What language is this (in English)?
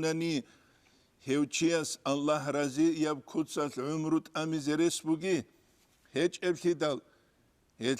Avaric